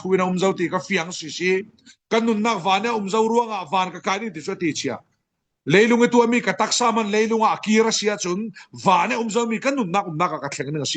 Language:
Falam Chin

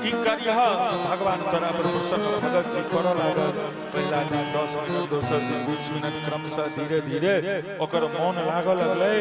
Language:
Maithili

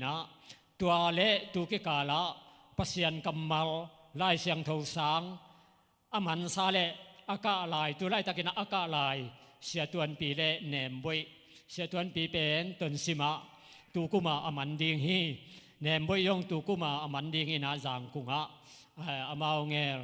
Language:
Tedim Chin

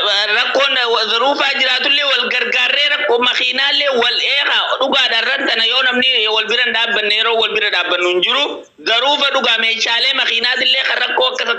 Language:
Oromo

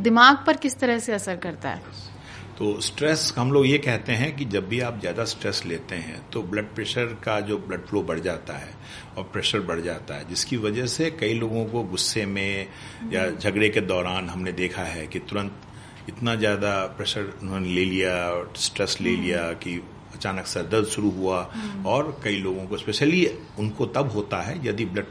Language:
Hindi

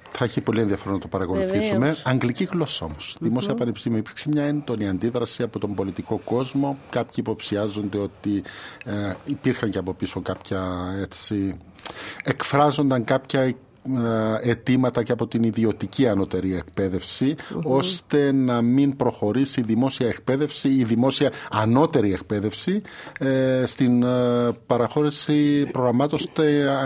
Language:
Greek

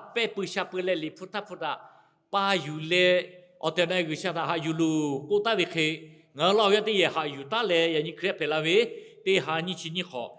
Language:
Lahu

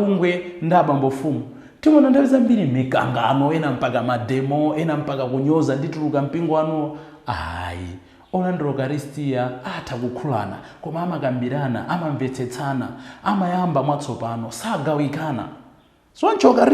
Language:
Nyanja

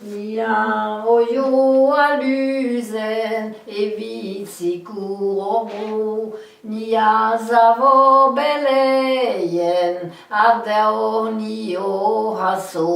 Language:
Breton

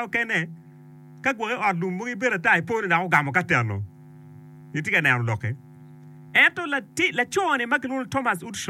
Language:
Acoli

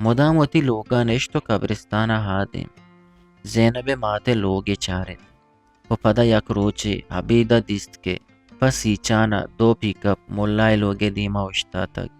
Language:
Eastern Balochi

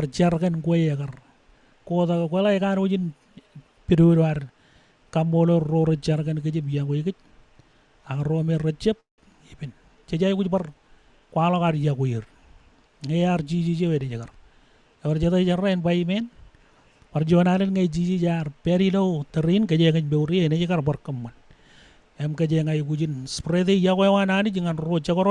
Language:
Marshallese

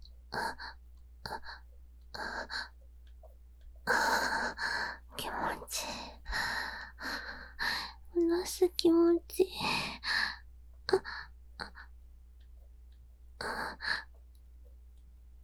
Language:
Japanese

